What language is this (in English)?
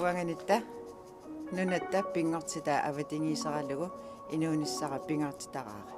Kalaallisut